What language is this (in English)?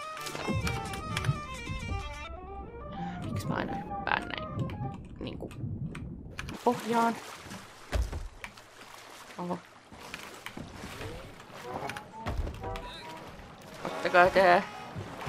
Finnish